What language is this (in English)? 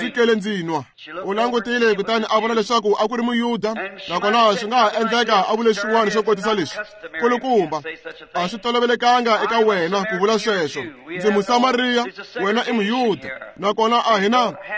Tsonga